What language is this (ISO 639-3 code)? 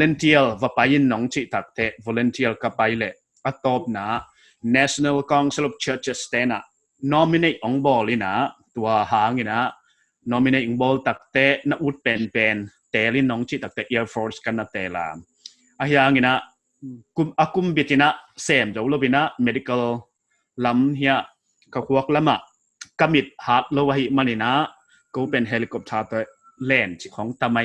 pck